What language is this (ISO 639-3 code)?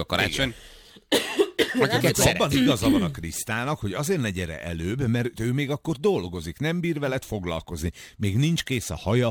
hun